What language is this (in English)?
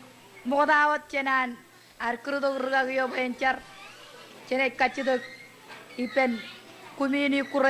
Marshallese